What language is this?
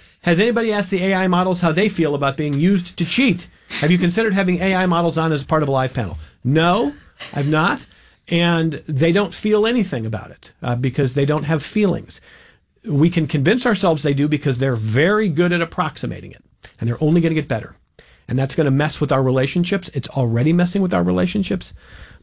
English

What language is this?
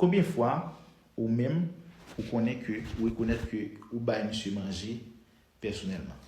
Haitian Creole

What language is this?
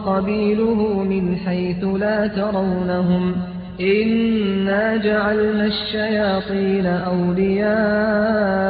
Arabic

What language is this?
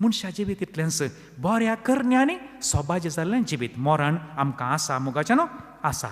Konkani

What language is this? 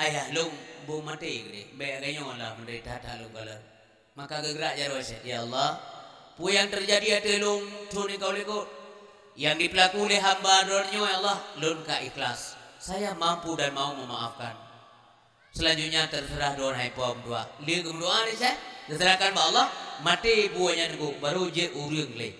Achinese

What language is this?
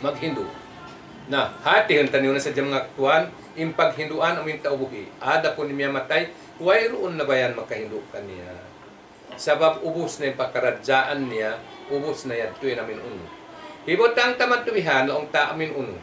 Tausug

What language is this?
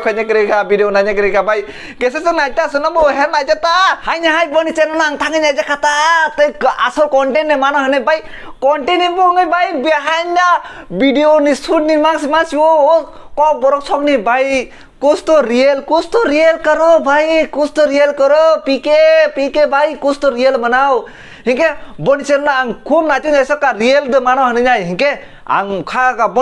Kok Borok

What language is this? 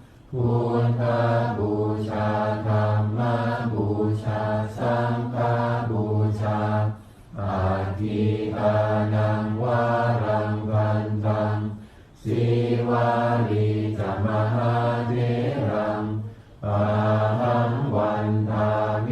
Pali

